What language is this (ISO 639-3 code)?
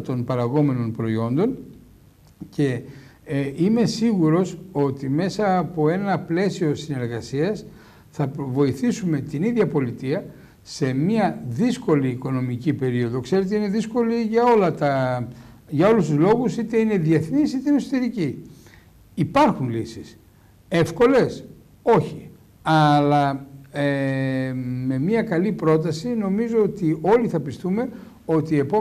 ell